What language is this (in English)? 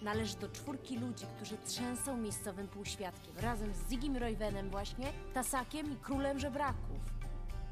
Polish